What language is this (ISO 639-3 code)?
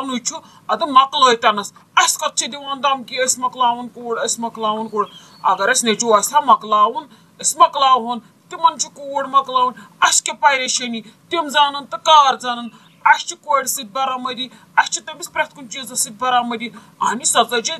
kas